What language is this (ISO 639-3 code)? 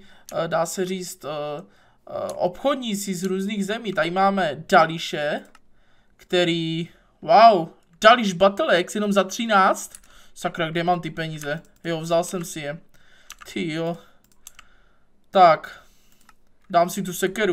ces